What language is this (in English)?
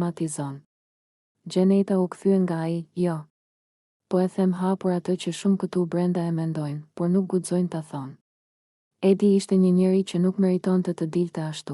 Albanian